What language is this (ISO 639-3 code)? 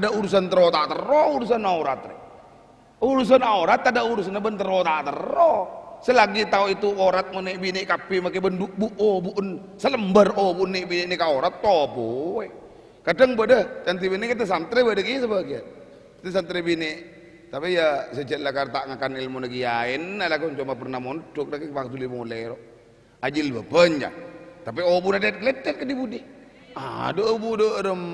mad